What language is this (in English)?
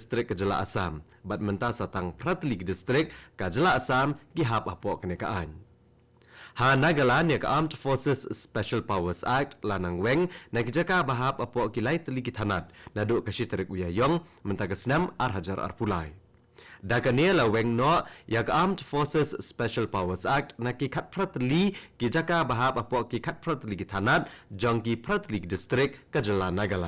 Khasi